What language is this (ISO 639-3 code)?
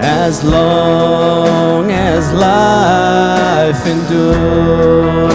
pdt